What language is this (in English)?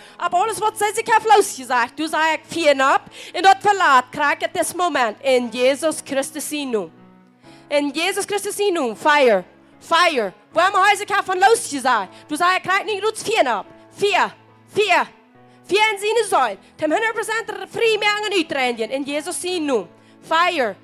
Plautdietsch